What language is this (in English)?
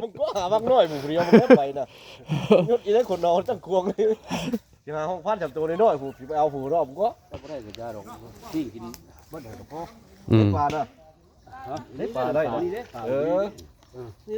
Northeastern Thai